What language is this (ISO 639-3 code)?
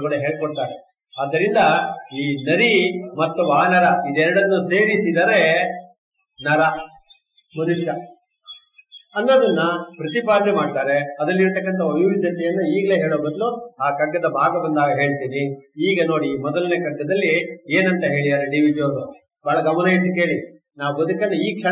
kan